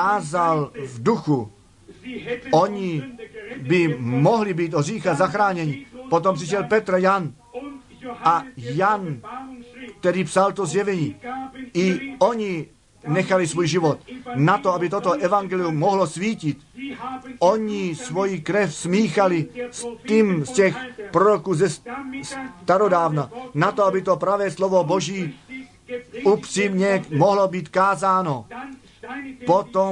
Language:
Czech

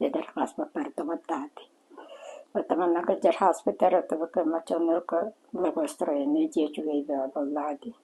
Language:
Yakut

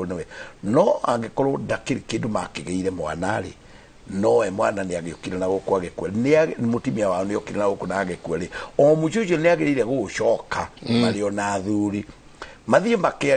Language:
Kikuyu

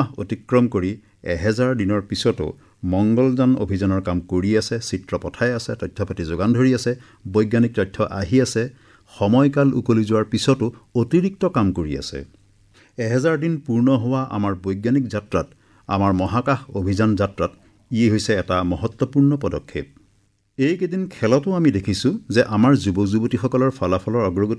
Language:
Assamese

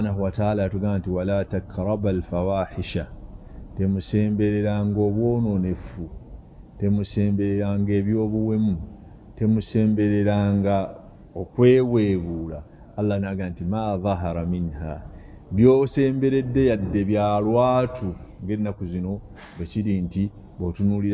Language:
Ganda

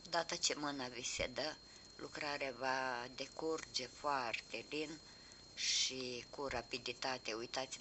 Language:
Romanian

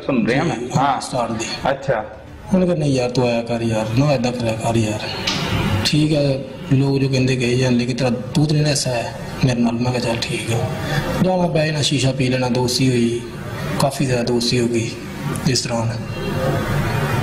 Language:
Punjabi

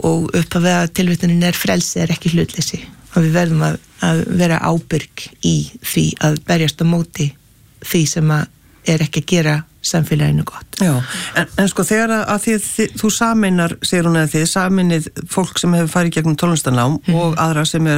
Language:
Icelandic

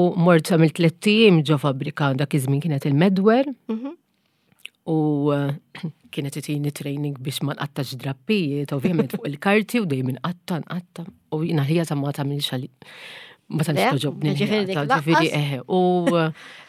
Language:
Maltese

